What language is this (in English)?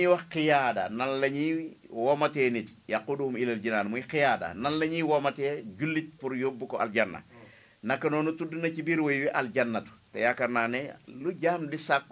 Wolof